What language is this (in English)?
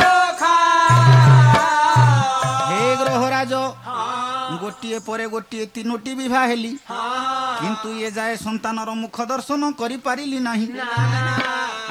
Odia